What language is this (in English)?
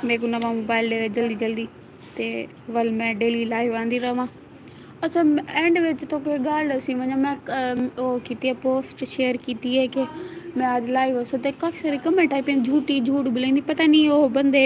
Saraiki